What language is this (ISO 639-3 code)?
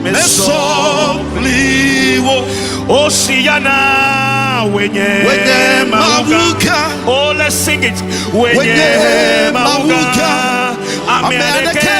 ewe